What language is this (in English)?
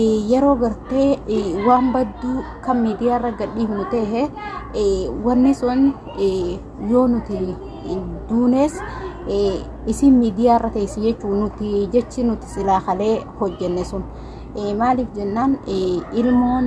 Oromo